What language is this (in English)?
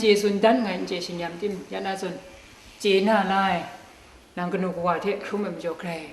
Kachin